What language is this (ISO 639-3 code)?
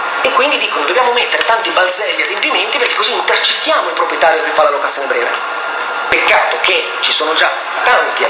ita